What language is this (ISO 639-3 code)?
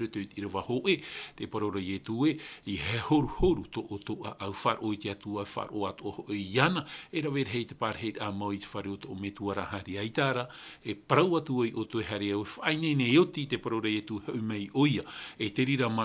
tah